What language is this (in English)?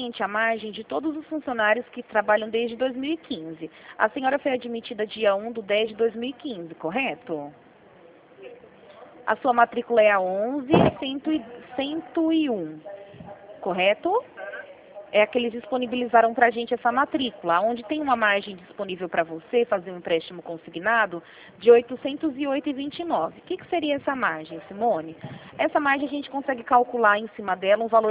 Portuguese